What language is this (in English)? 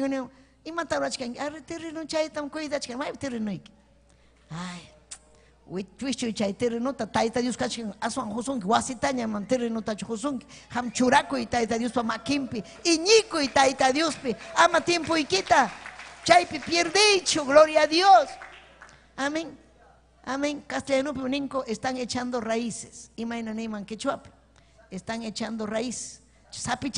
Ayacucho Quechua